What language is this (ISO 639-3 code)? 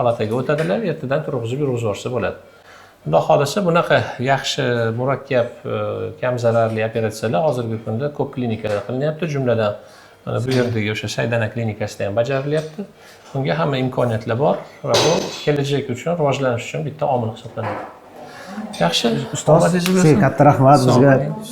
uzb